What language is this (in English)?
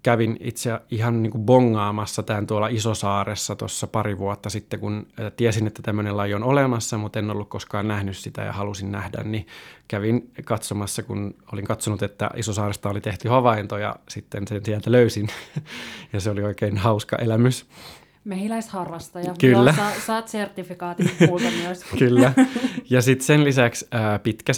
Finnish